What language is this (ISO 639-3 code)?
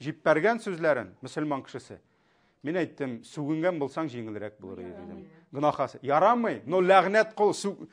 tat